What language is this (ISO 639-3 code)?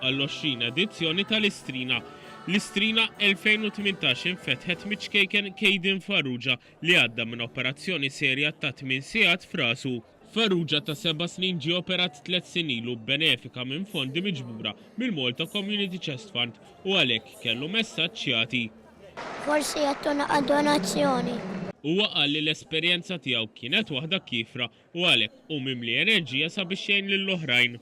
mlt